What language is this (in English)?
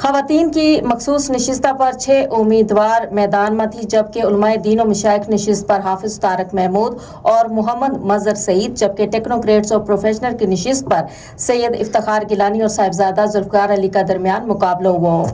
Gujari